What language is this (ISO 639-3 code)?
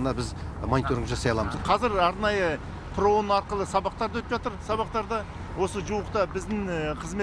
kaz